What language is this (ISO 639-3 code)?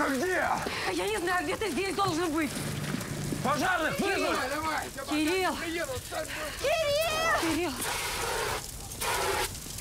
rus